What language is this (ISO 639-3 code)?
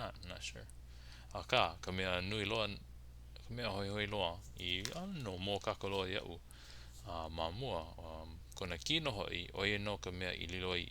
haw